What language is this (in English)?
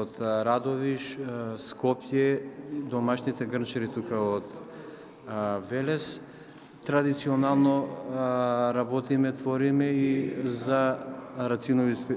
Macedonian